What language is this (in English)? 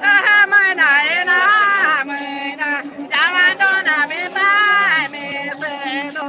Santali